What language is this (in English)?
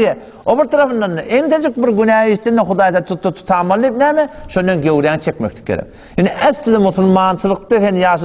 Turkmen